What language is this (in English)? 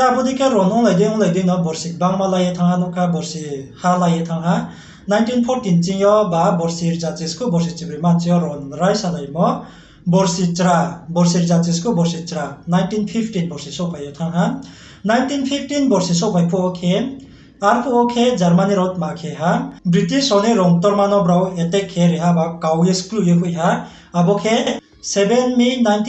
Riang (India)